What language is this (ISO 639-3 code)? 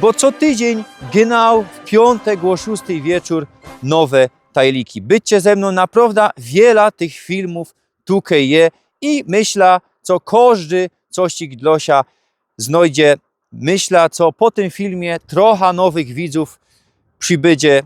szl